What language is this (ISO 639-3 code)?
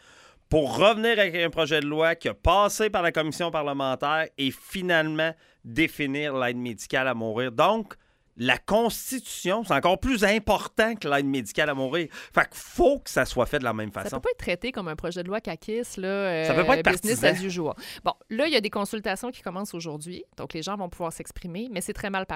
fra